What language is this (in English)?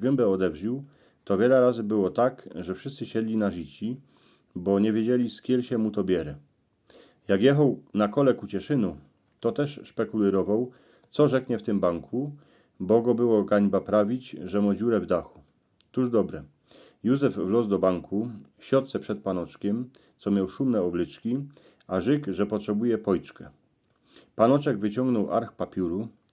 Silesian